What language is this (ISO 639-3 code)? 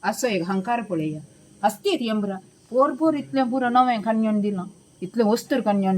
kok